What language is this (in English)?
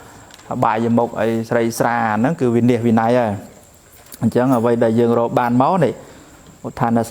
Khmer